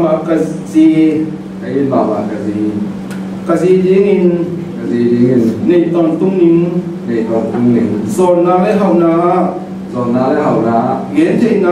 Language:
Tedim Chin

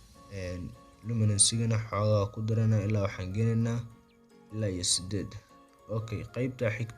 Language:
Somali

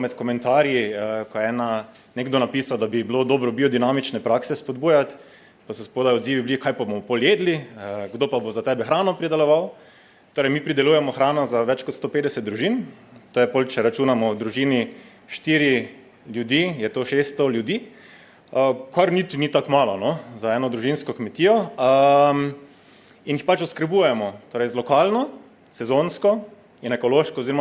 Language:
Slovenian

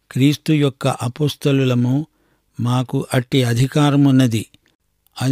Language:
Telugu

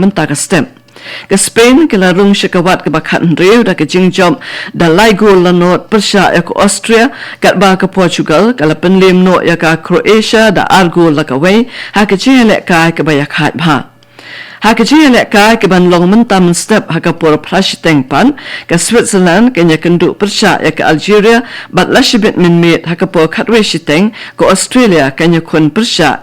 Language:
Khasi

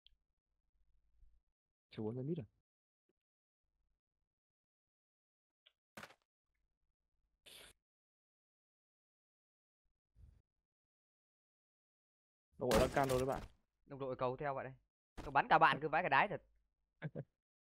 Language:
Vietnamese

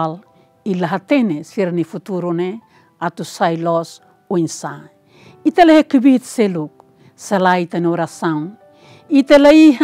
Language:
Tetum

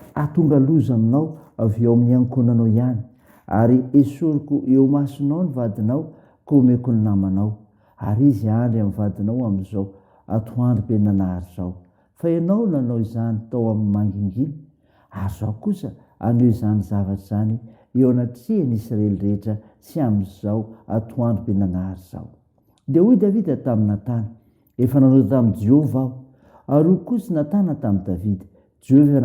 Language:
Malagasy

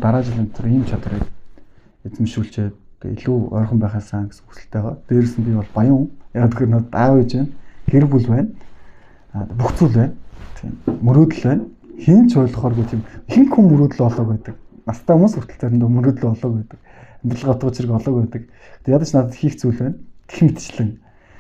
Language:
Mongolian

